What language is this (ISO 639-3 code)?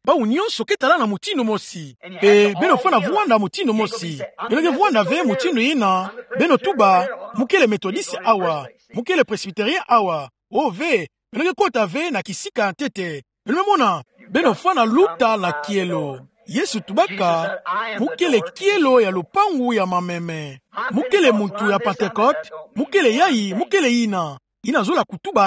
ktu